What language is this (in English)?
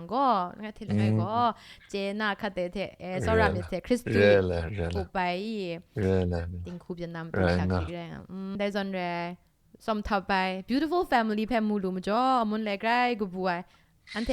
Kachin